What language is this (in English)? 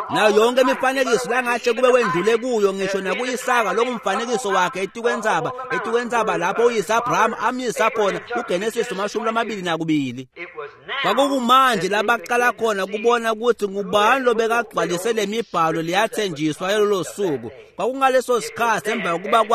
Swati